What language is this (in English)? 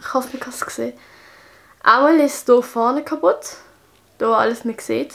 Swiss German